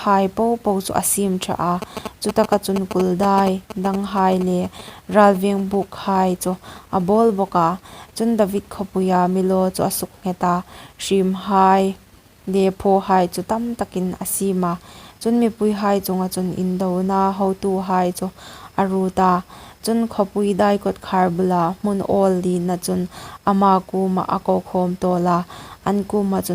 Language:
Hmar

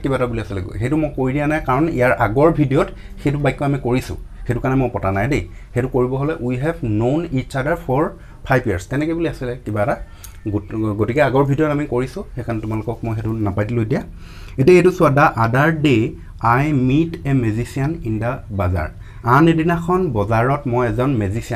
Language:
Assamese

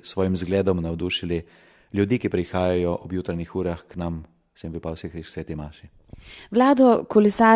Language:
Slovenian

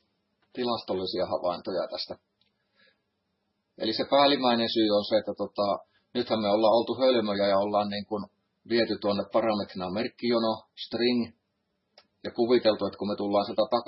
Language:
Finnish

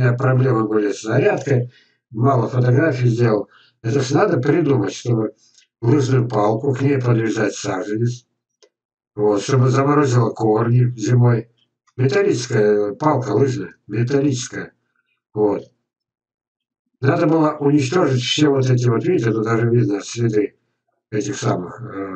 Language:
Russian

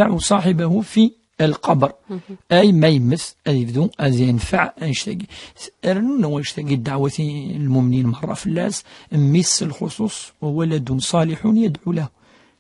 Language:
Kabyle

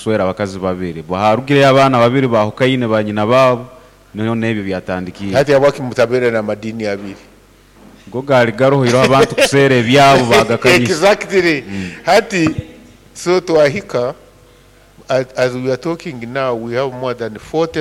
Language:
Nyoro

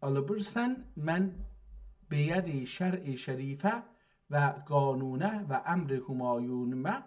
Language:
South Azerbaijani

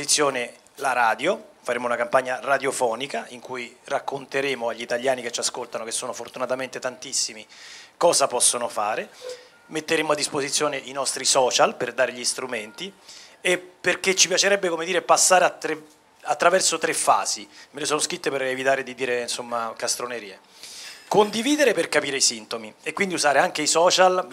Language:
Italian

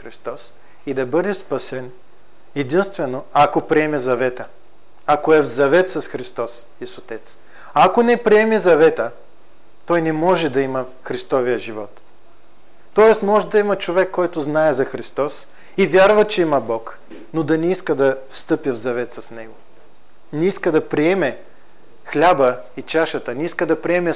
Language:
Bulgarian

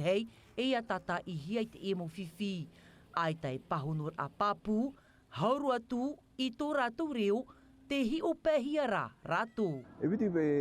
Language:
Tahitian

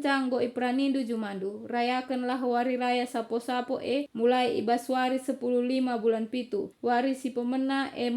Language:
Batak Karo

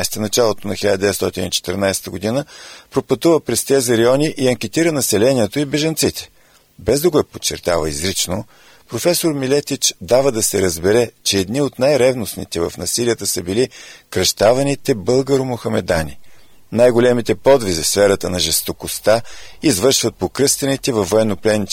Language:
Bulgarian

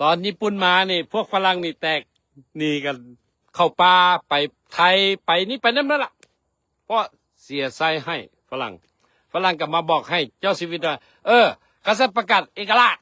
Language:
Lao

